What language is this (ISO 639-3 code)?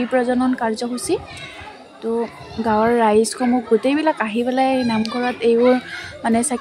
asm